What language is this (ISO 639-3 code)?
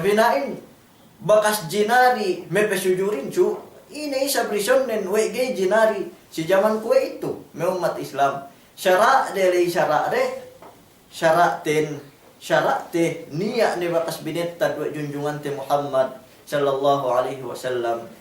yka